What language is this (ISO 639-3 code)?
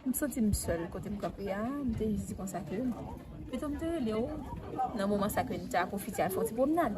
hat